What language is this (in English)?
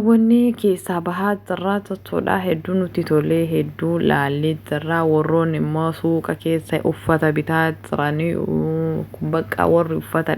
Oromo